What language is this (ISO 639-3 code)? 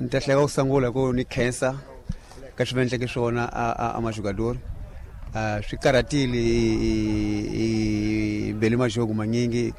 tso